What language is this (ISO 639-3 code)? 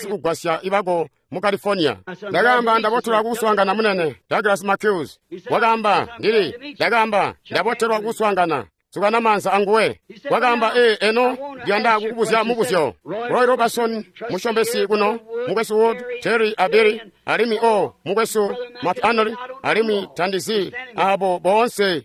toi